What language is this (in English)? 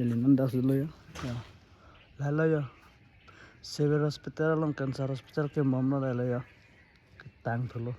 Karbi